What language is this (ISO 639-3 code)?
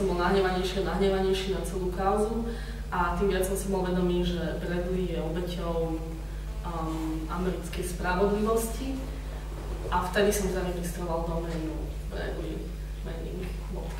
slk